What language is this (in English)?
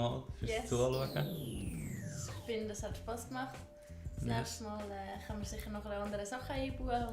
Swiss German